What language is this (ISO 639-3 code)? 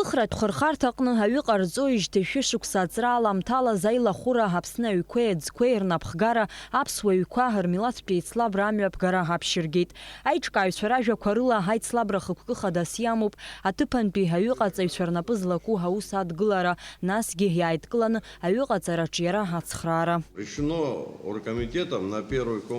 abk